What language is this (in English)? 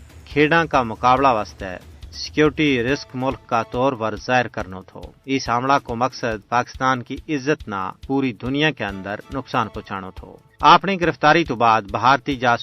Gujari